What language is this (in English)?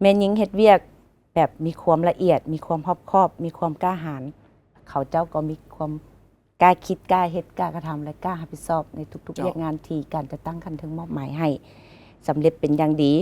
Lao